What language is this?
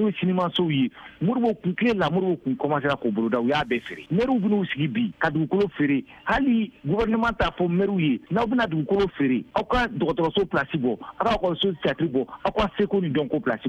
Bambara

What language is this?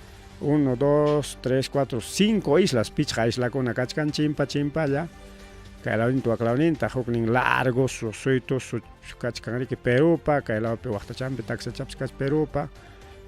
Ayacucho Quechua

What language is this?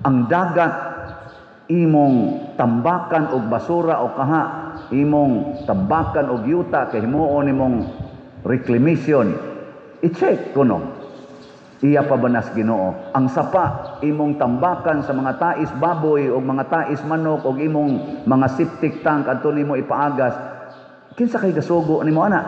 Cebuano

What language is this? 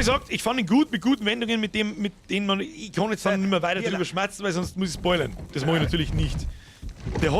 Bavarian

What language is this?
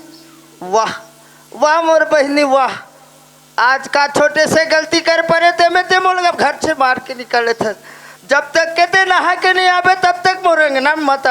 Chhattisgarhi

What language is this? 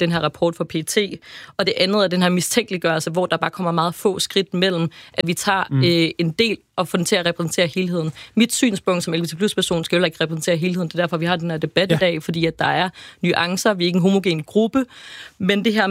Danish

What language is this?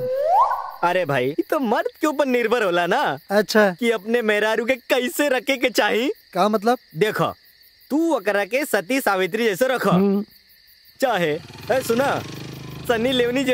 Bhojpuri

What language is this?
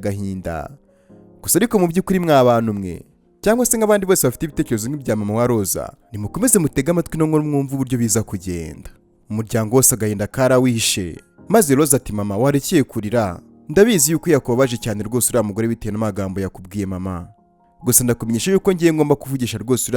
Kinyarwanda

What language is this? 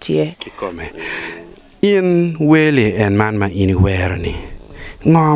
Acoli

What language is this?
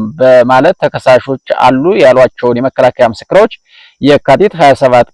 Amharic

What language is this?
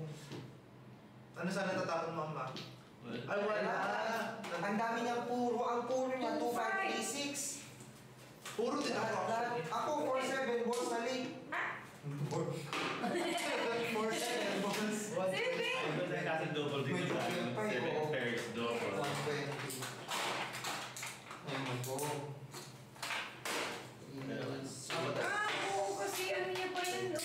Filipino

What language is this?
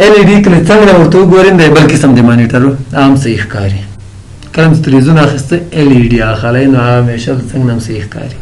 Pashto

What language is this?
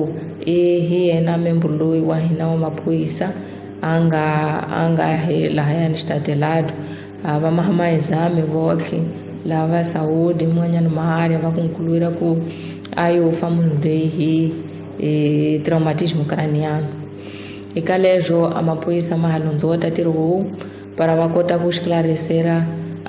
Tsonga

